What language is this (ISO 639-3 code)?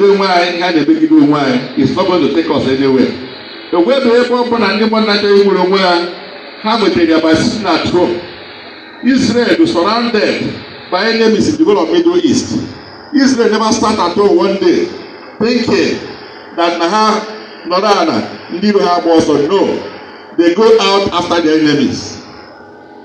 ibo